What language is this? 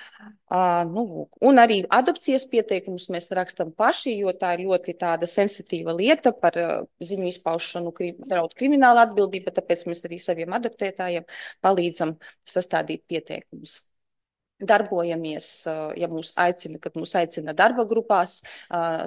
Latvian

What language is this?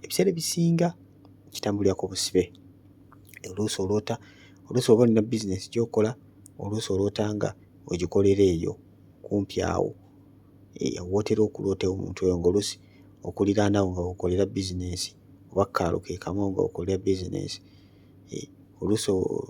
Ganda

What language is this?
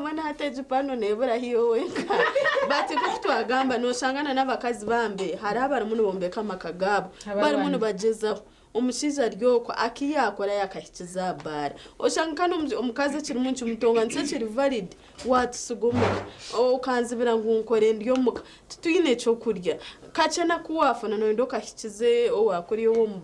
Nyankole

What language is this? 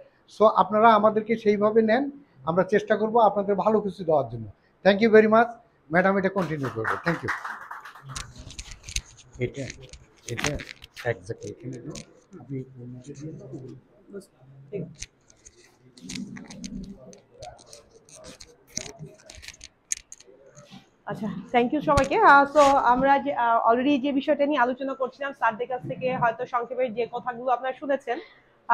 Bangla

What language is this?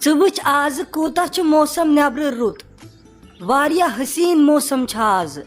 Kashmiri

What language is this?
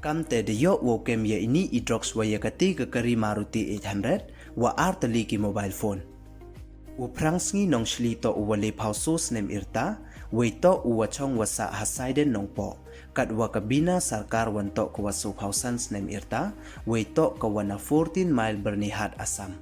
Pnar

